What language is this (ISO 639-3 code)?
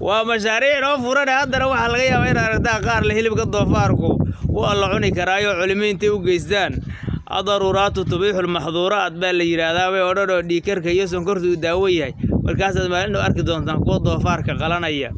som